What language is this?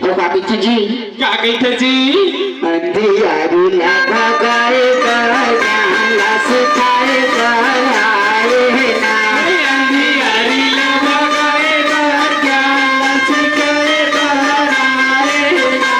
Chhattisgarhi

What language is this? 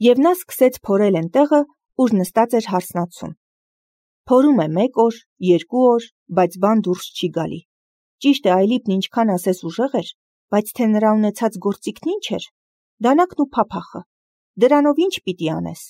Armenian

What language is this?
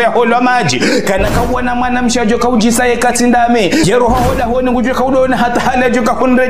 Ngazidja Comorian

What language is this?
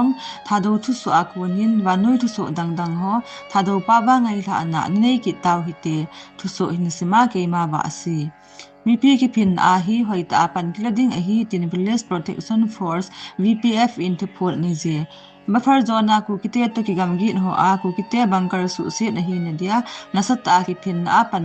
Thado Chin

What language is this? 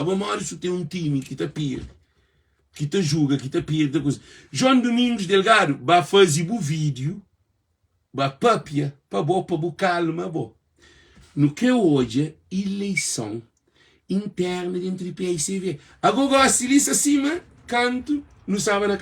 Kabuverdianu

